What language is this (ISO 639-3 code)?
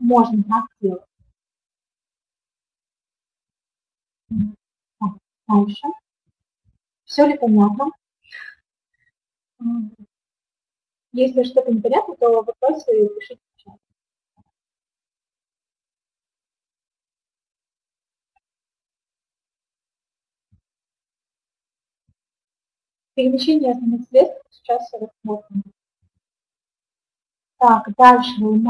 rus